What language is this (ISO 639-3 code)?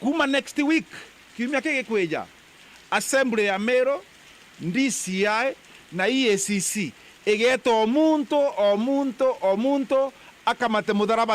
mer